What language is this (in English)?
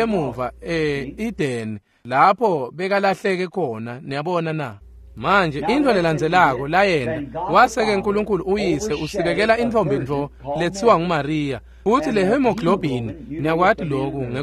Swati